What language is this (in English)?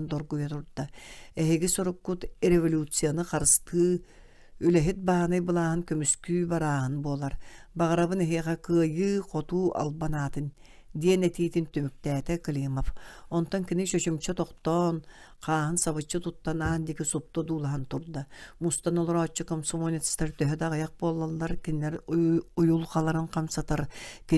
Yakut